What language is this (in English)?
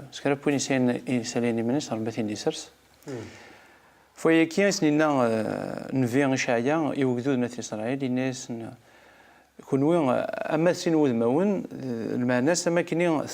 Kabyle